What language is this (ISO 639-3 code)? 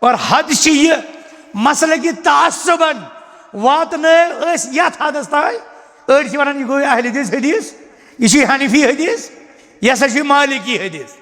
kas